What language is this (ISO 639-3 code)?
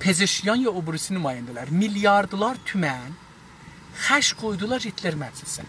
azb